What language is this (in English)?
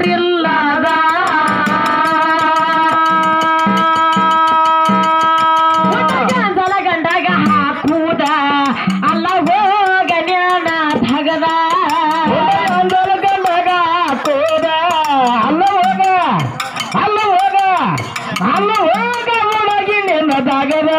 Kannada